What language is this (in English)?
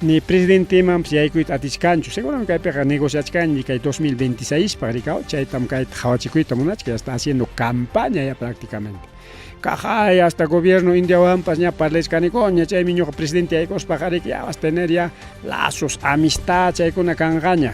Ayacucho Quechua